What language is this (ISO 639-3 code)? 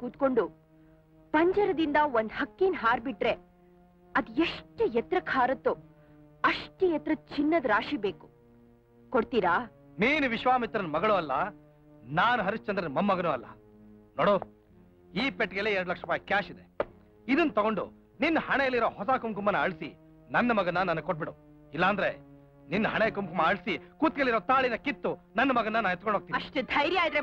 kan